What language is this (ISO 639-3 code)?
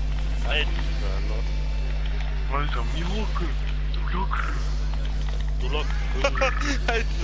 deu